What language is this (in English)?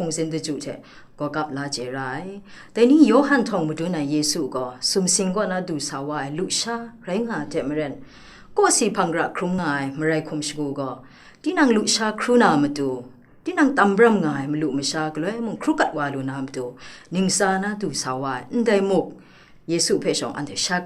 Kachin